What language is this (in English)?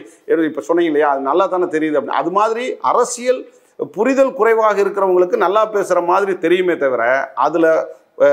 Tamil